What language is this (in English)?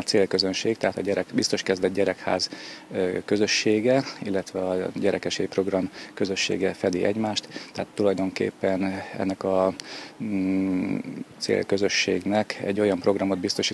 Hungarian